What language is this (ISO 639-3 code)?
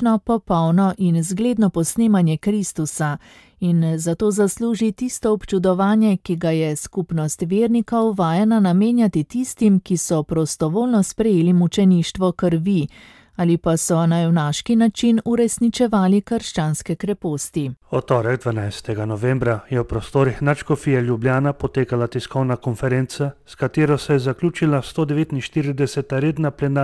slv